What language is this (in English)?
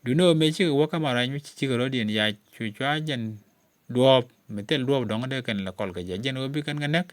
Nuer